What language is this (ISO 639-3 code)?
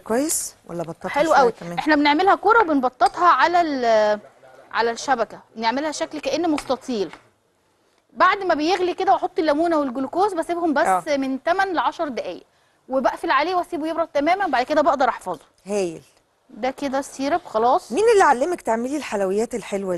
arz